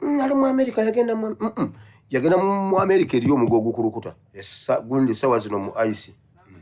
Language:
Ganda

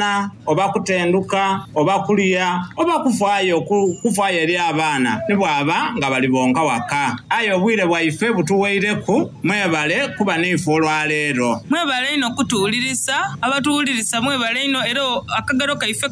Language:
Soga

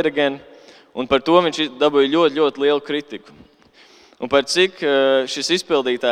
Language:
Latvian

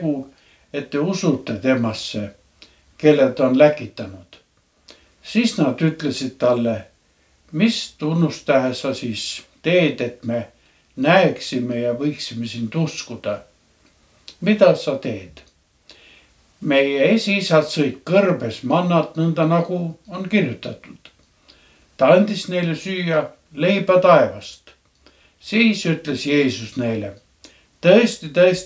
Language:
Estonian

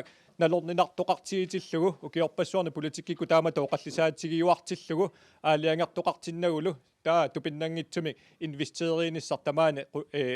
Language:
Kalaallisut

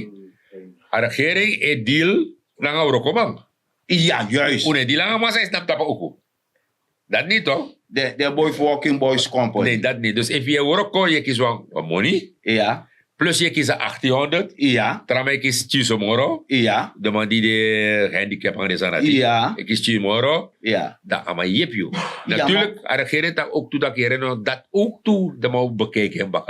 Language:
Sranan Tongo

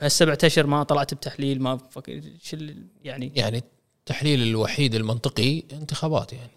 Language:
Gulf Arabic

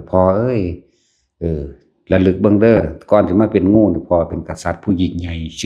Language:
Northeastern Thai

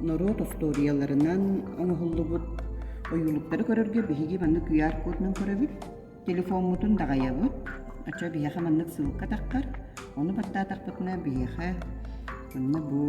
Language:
Yakut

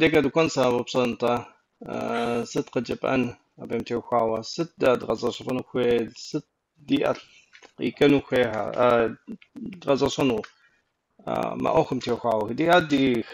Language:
Kabardian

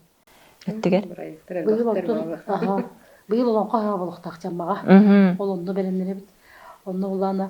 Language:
Yakut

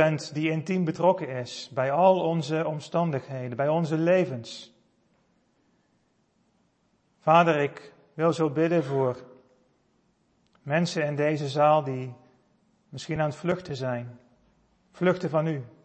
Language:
Dutch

